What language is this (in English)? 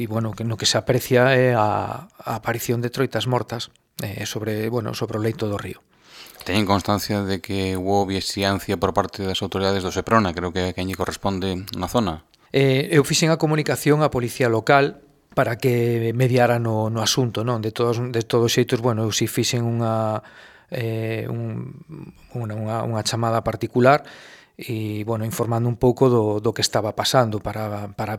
Galician